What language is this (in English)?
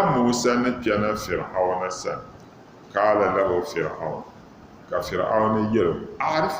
Dagbani